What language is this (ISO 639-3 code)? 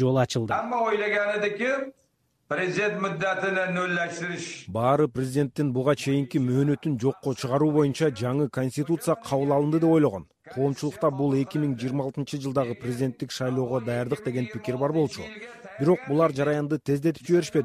kir